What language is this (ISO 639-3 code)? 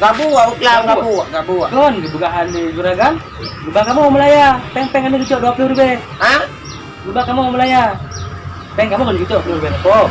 ace